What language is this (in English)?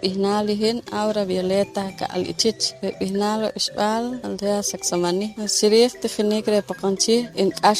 Poqomchi'